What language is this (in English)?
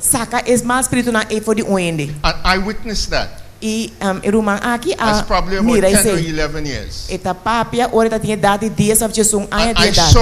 Papiamento